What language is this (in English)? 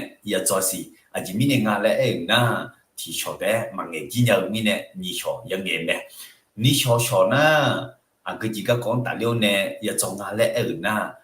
Akha